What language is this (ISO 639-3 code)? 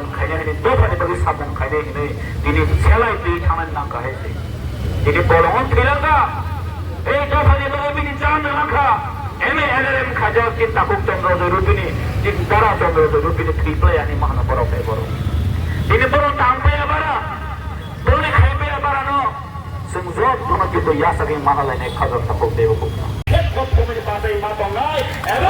trp